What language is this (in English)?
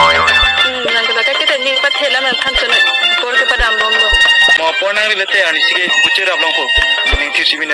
Karbi